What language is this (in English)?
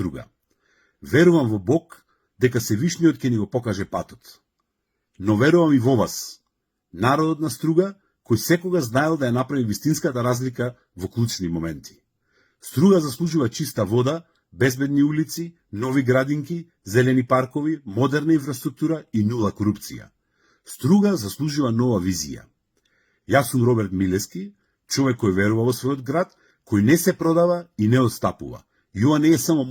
Macedonian